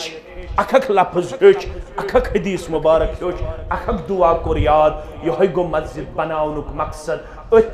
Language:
Kashmiri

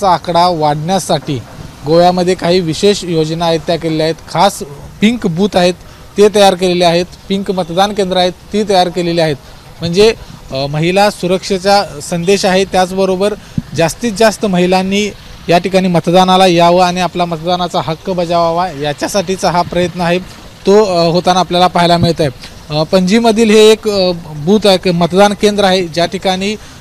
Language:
Marathi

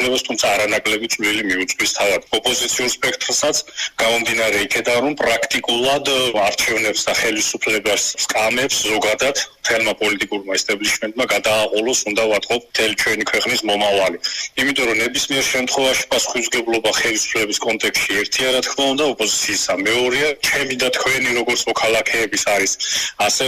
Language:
Georgian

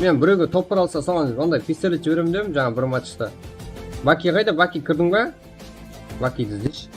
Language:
Kara-Kalpak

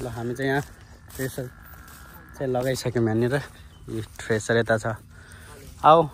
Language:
Nepali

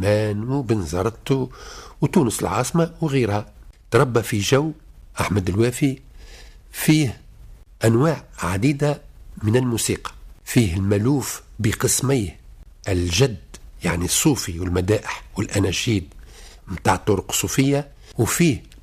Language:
Tunisian Arabic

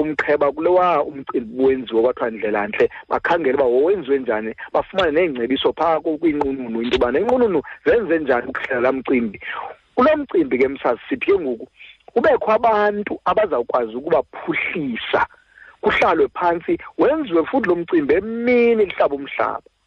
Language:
Xhosa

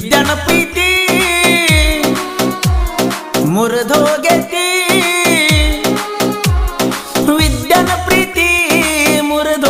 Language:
Kannada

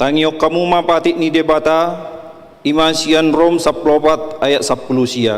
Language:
Batak Toba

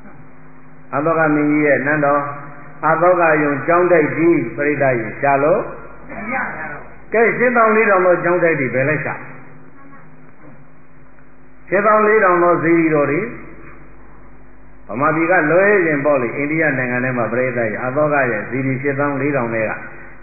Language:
Burmese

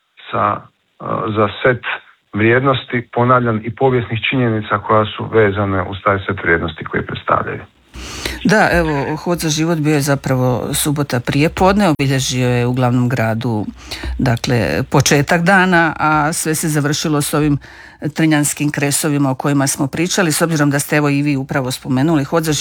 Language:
Croatian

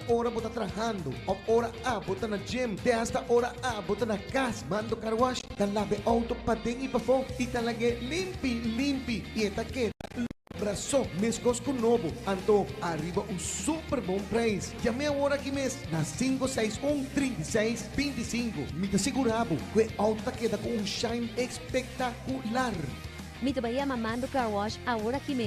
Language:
Papiamento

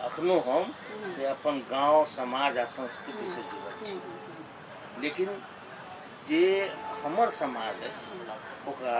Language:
Maithili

